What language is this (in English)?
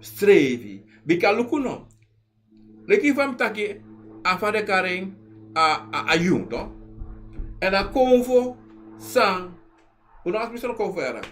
Sranan Tongo